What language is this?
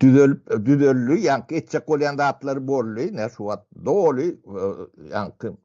Turkmen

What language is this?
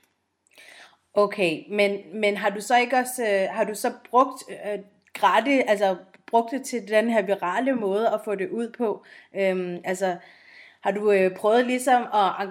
Danish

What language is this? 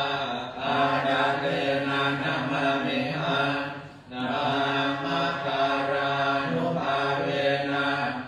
Pali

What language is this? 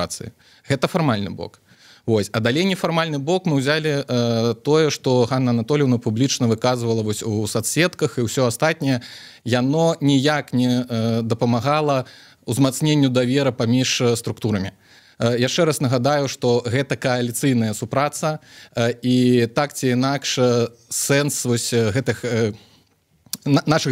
Belarusian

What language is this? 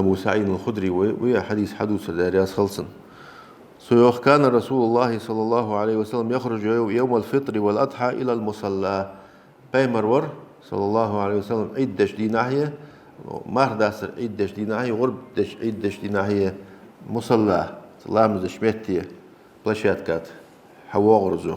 Ingush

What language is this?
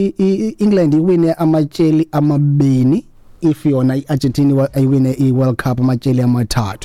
Xhosa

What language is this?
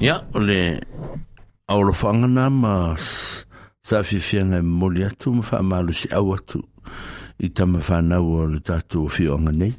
Samoan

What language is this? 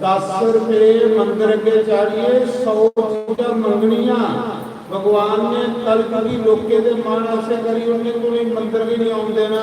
Dogri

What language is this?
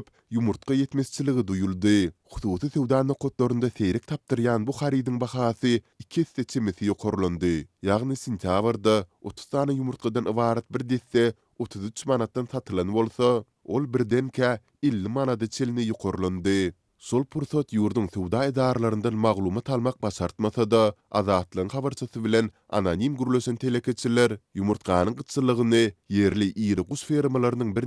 Turkmen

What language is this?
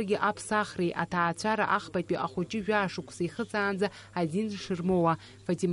Abkhazian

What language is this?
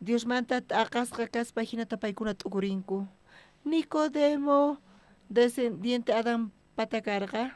South Bolivian Quechua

